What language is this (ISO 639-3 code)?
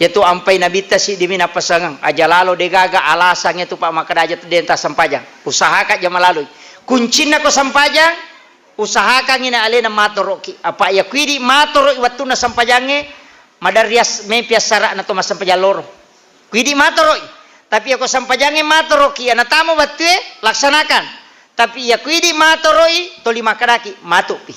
bug